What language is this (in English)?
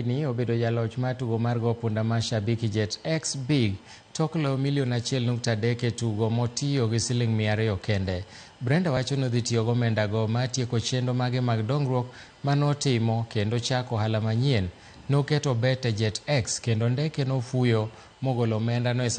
Luo (Kenya and Tanzania)